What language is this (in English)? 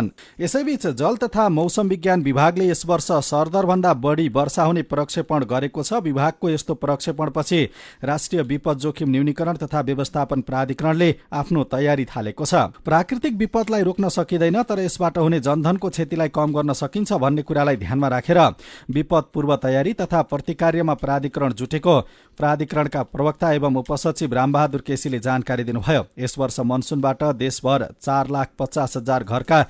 Nepali